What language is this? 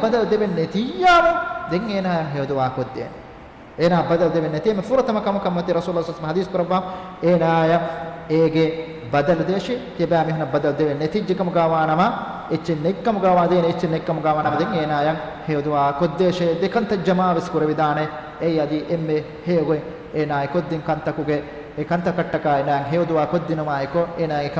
Divehi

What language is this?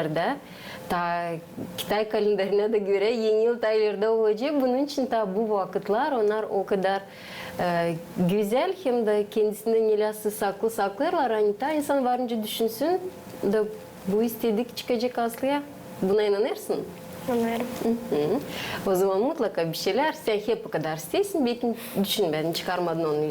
Gagauz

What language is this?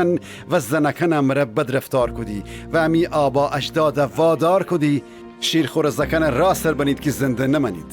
Gilaki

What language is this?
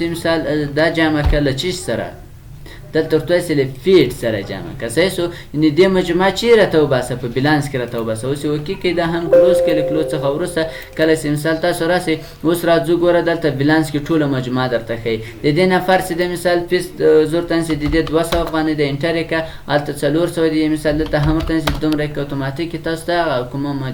Pashto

